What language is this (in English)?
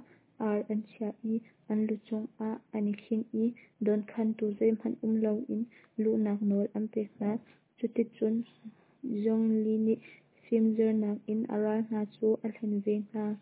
Hakha Chin